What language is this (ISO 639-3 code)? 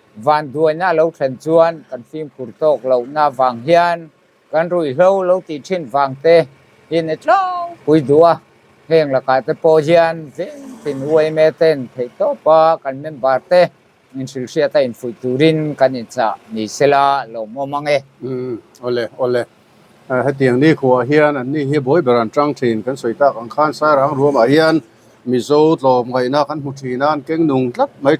lus